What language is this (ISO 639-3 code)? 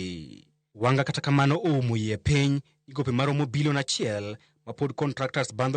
luo